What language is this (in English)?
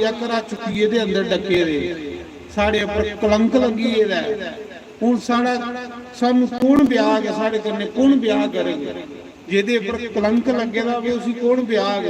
Dogri